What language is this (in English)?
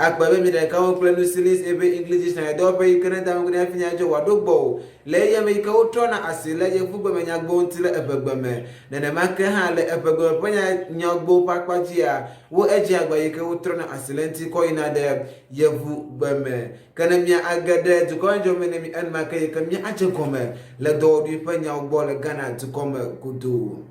Ewe